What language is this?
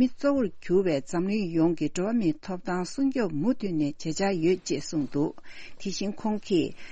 Tibetan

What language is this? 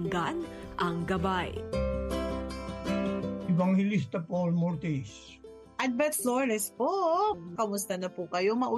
Filipino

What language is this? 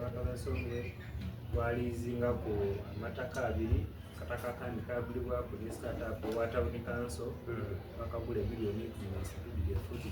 Soga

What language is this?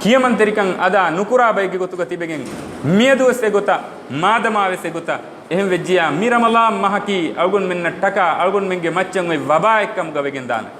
Divehi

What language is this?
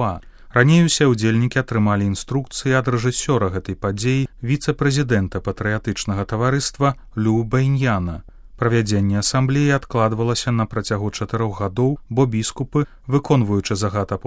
Belarusian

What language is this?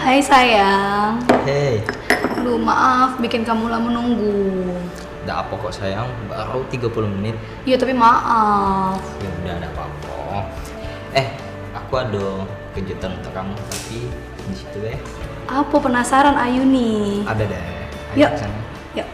Musi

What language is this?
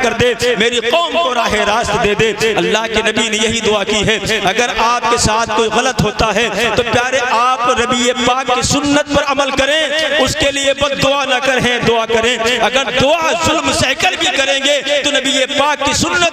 Urdu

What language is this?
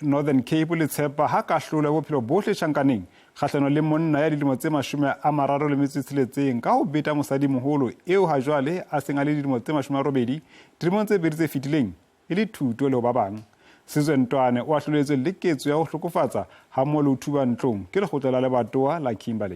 Southern Sotho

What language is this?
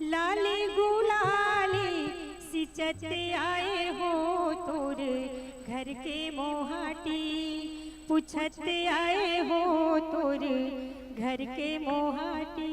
Chhattisgarhi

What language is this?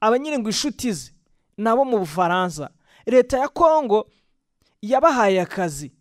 Kinyarwanda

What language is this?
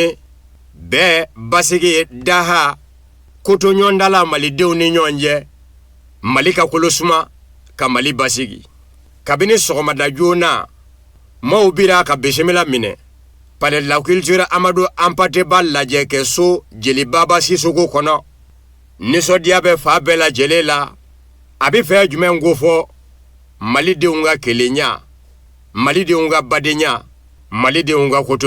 Bambara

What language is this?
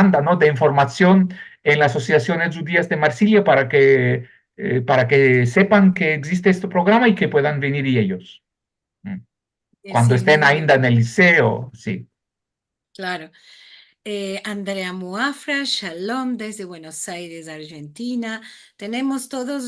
Ladino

